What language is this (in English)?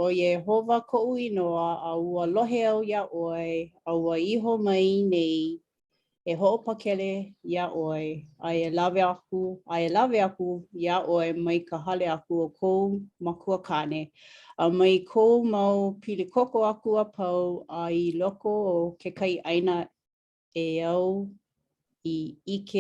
Hawaiian